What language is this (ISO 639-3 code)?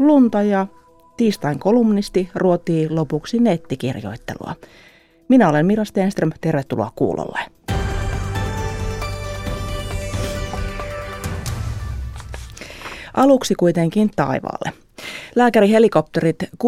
fin